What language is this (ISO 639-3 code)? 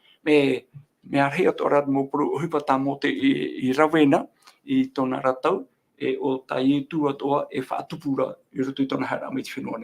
tah